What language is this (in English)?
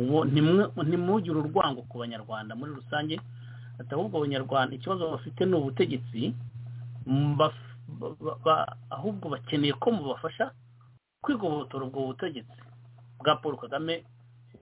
Kinyarwanda